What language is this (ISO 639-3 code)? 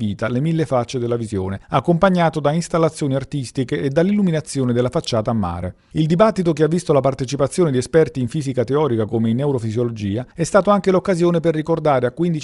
ita